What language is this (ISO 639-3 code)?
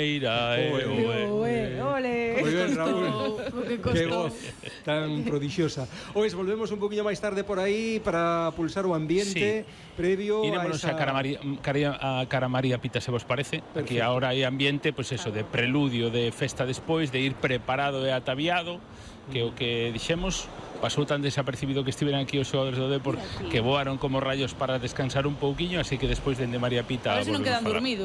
glg